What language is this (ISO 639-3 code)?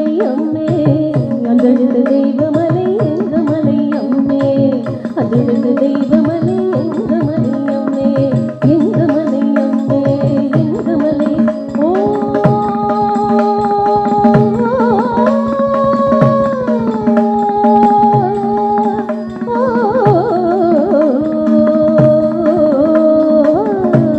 tam